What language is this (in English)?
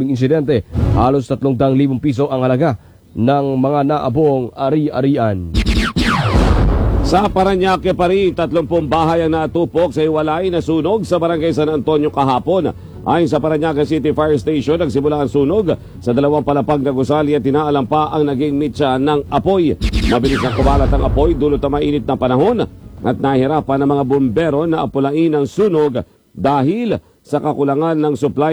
Filipino